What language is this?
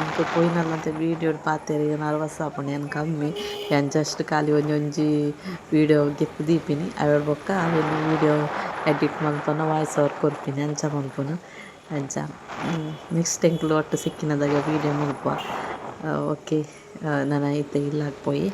Tulu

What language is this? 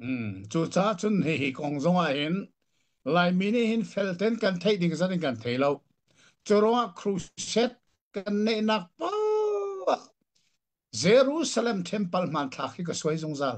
Hakha Chin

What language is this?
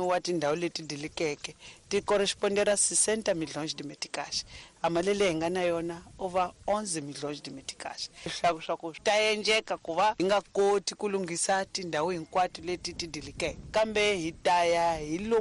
Tsonga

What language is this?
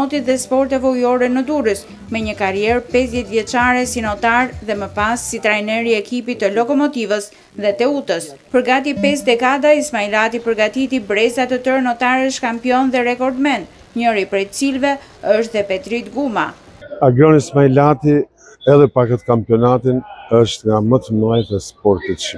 Albanian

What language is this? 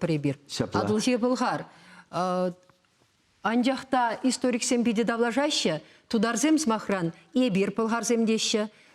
Chuvash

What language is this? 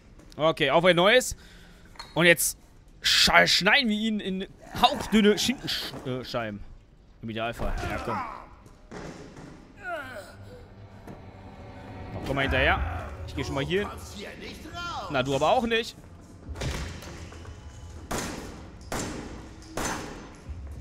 German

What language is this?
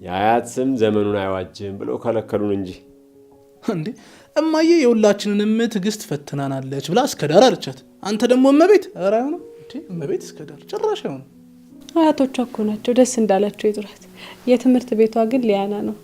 Amharic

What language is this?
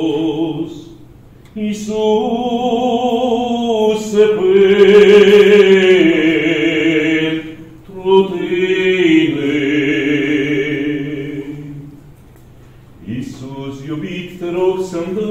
Romanian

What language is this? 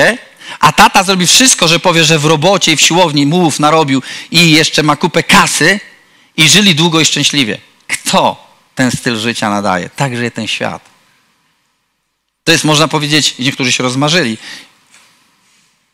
Polish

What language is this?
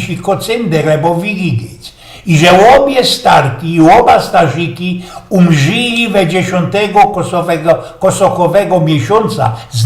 Silesian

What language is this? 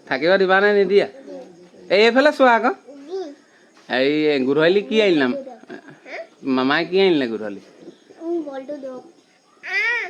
Assamese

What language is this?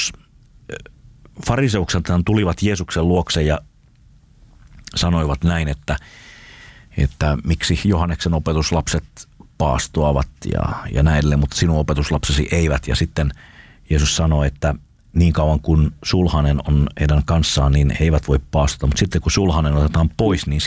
Finnish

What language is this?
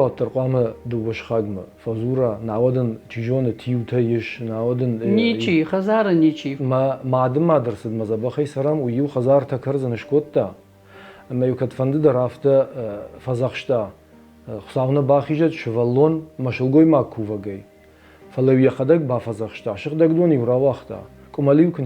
Ossetic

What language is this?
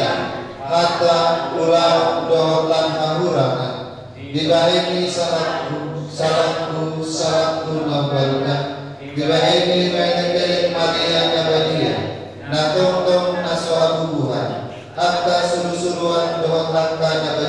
Batak Toba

